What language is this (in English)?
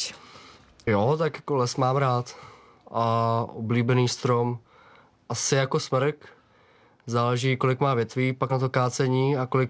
Czech